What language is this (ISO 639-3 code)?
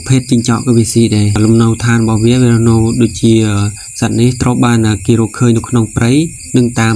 khm